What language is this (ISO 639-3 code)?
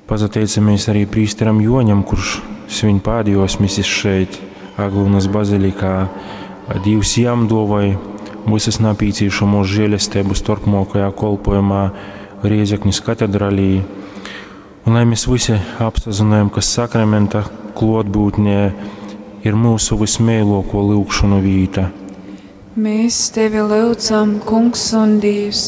ltg